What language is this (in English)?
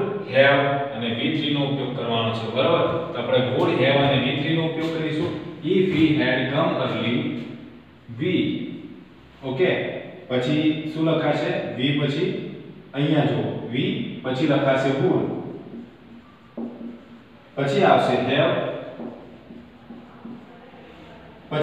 Gujarati